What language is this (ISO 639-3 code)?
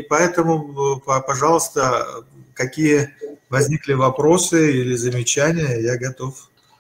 rus